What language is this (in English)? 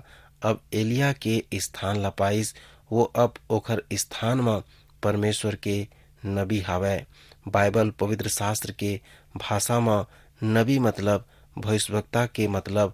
Chhattisgarhi